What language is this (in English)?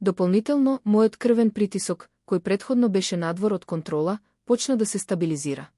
Macedonian